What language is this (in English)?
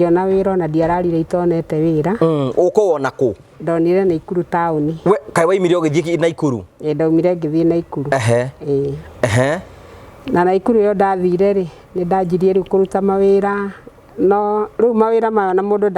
Kikuyu